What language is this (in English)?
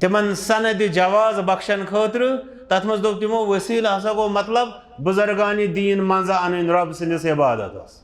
Kashmiri